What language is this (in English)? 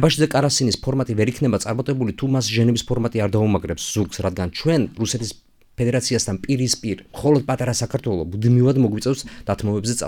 Georgian